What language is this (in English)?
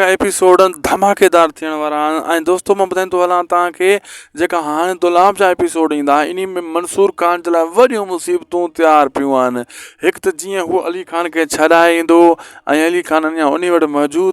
Sindhi